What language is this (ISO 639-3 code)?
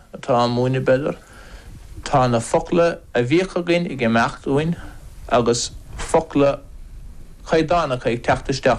gle